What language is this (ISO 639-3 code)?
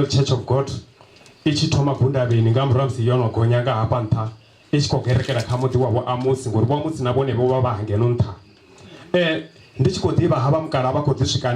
ven